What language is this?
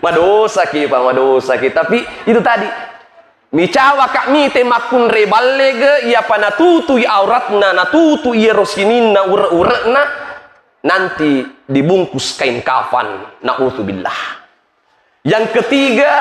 Buginese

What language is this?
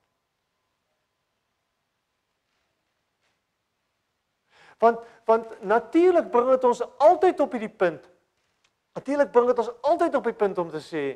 Afrikaans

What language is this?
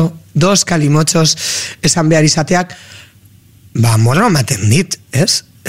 Basque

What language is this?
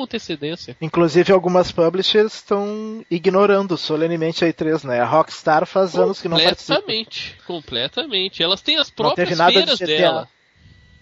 Portuguese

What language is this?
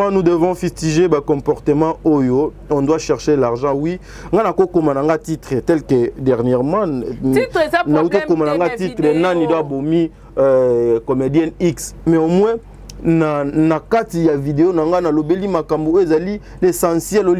Lingala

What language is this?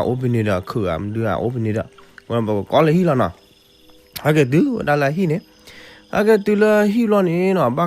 S'gaw Karen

